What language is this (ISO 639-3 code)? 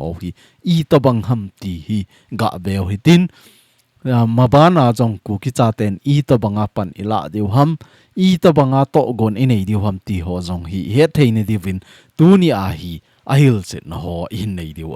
tcz